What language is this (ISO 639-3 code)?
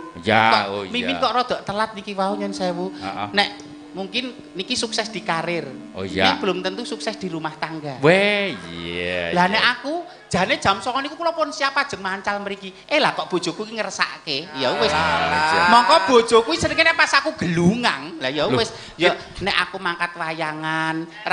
jav